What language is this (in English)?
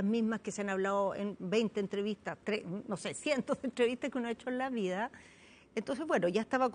Spanish